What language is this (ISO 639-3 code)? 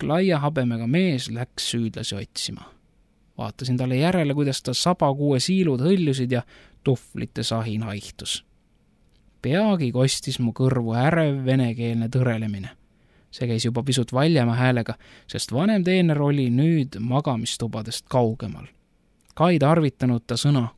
est